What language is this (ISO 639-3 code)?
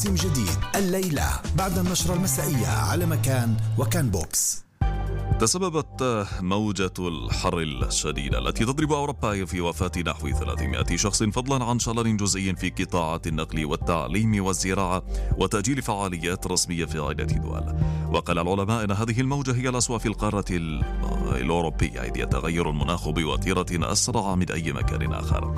ara